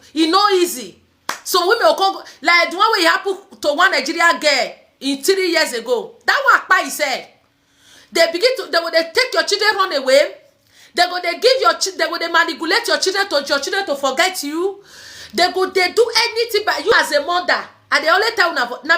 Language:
Nigerian Pidgin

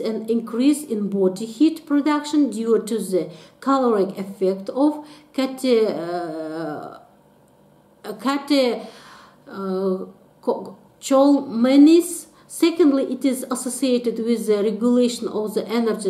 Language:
English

